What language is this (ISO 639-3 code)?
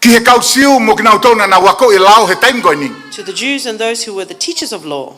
ton